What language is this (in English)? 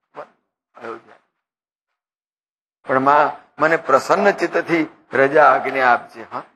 Gujarati